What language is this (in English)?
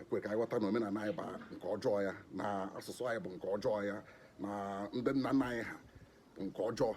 Igbo